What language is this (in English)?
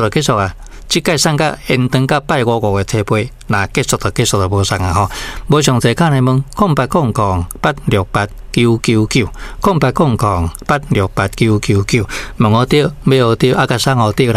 Min Nan Chinese